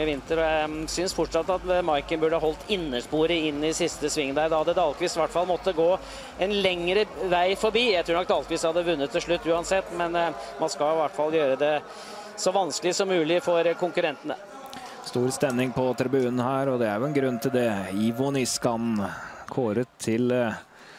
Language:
Norwegian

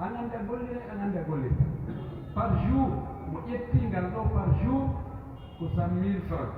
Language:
Fula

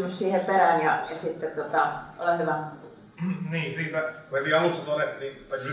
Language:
Finnish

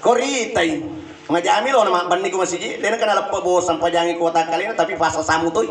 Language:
Buginese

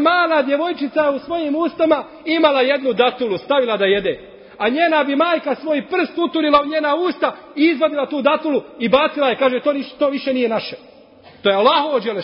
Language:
Bosnian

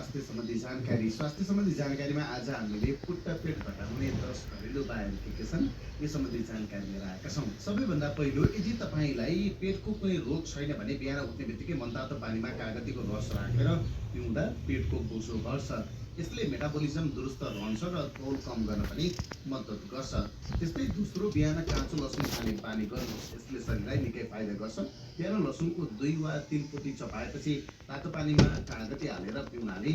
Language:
Nepali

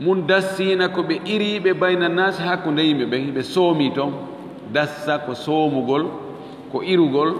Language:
Fula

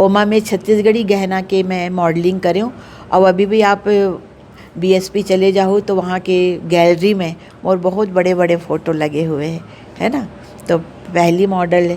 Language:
Chhattisgarhi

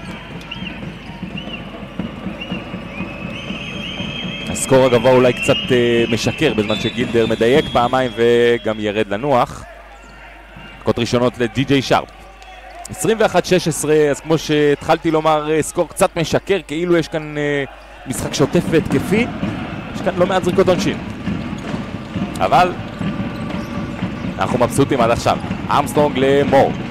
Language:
Hebrew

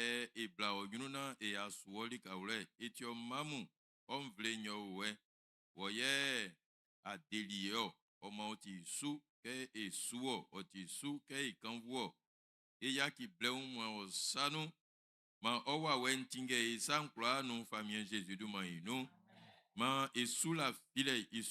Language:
Baoulé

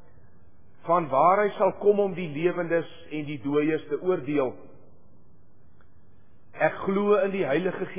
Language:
Afrikaans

